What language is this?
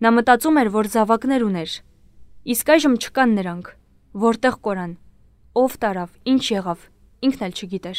Armenian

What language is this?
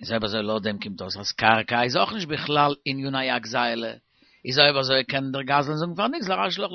Yiddish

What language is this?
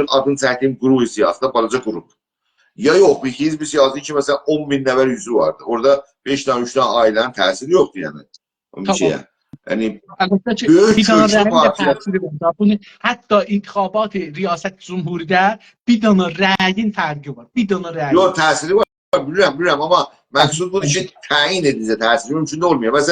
South Azerbaijani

